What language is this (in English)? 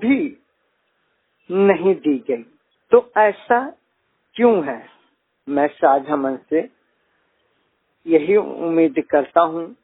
Hindi